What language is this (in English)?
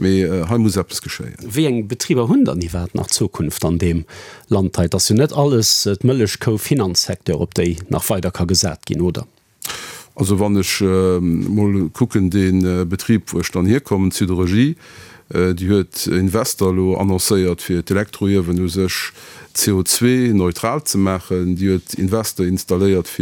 Luxembourgish